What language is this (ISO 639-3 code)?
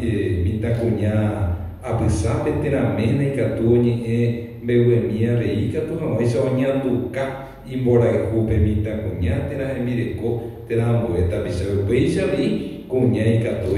grn